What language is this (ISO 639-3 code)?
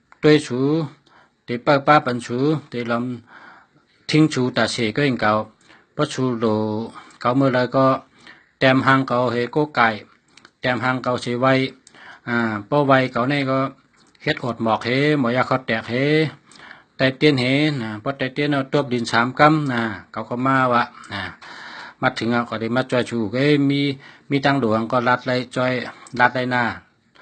shn